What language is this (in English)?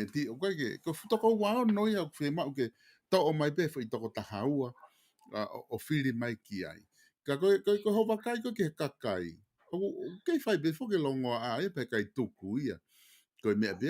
Tongan